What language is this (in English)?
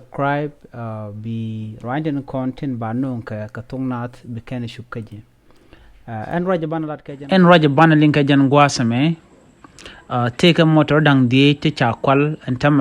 Nuer